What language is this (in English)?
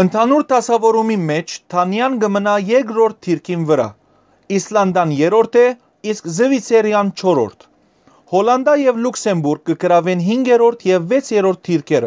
Western Armenian